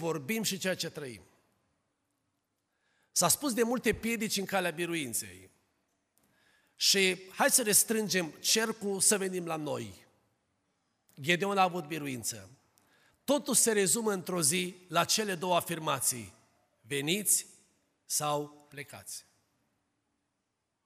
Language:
Romanian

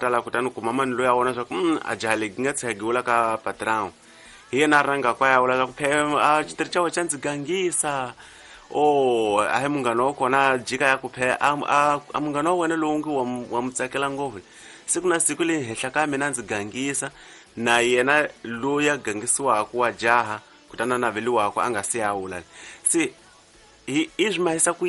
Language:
Tsonga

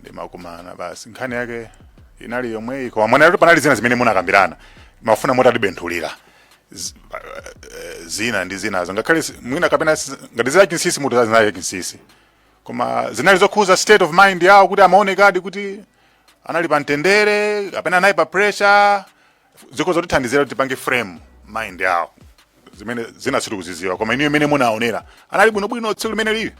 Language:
Nyanja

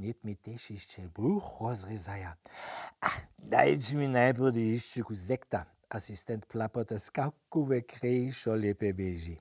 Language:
Upper Sorbian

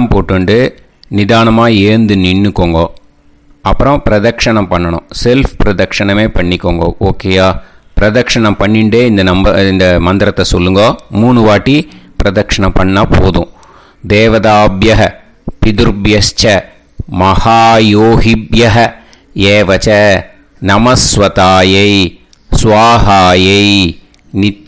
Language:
Tamil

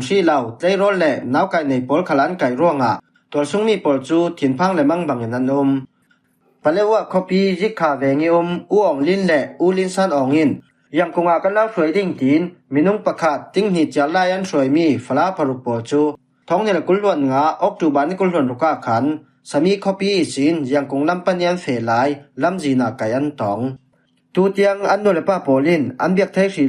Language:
Falam Chin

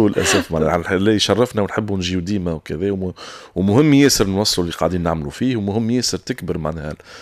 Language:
Tunisian Arabic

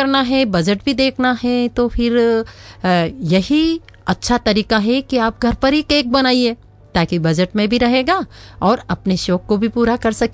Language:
Hindi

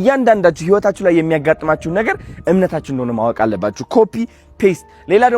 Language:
Amharic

